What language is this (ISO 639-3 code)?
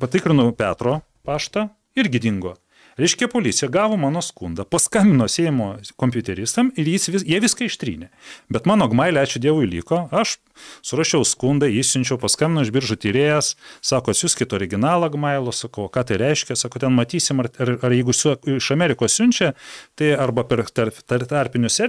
lit